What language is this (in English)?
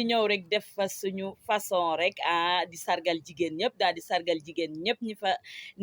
Wolof